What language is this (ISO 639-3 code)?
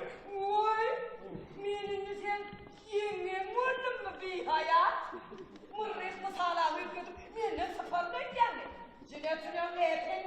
tuk